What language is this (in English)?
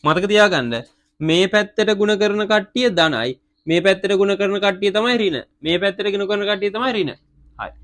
Sinhala